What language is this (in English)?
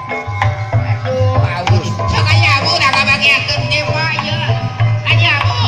Sundanese